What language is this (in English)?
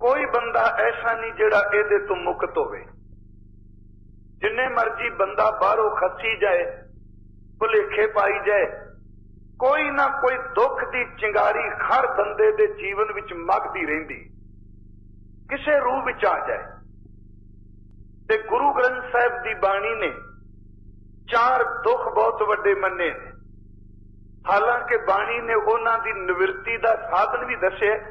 Punjabi